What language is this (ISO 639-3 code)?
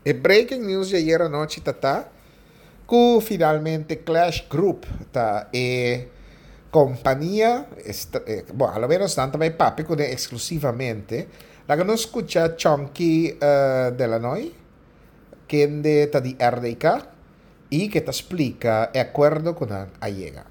pap